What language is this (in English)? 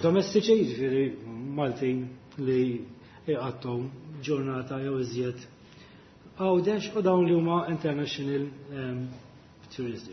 Maltese